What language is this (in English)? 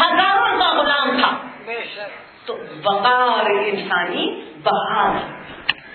Urdu